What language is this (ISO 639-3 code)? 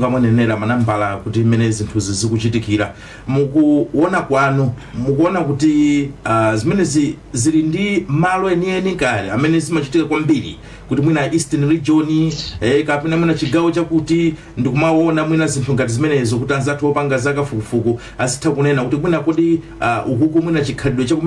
nya